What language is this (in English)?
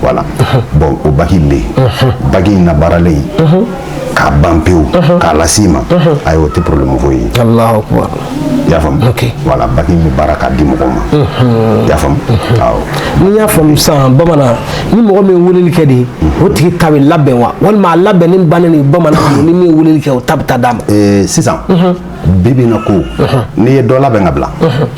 Bambara